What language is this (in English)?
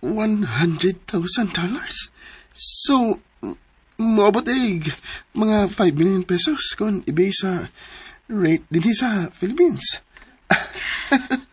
Cebuano